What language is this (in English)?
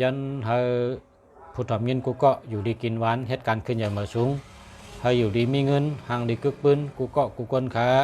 Shan